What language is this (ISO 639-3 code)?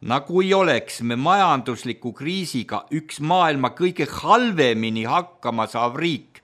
est